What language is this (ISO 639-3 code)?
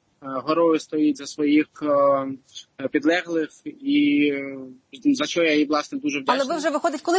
ukr